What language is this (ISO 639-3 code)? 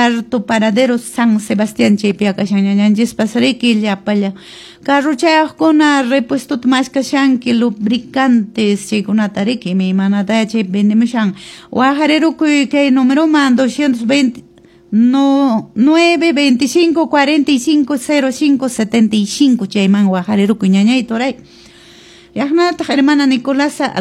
que